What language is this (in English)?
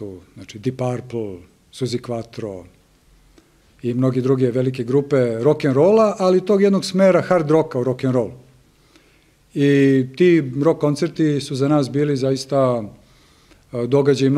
Serbian